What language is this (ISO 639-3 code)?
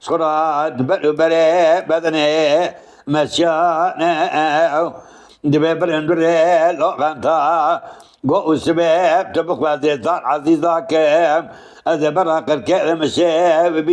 kur